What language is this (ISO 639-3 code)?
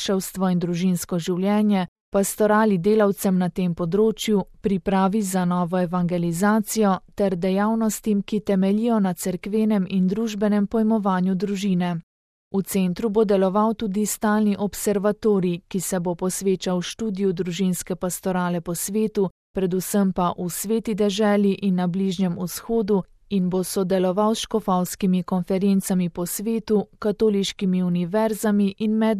slv